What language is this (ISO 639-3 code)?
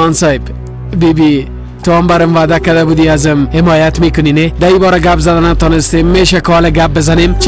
fas